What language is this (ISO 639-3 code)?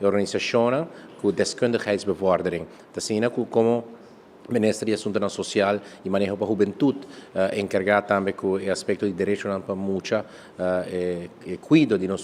pap